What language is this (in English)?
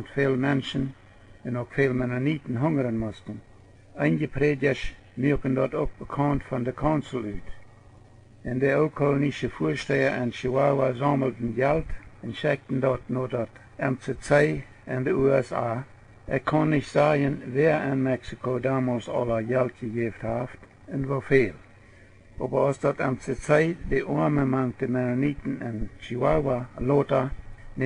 Plautdietsch